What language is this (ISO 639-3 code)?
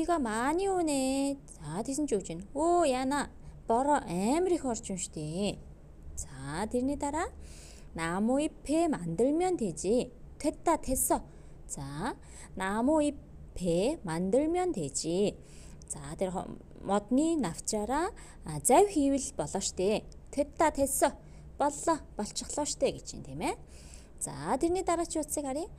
mon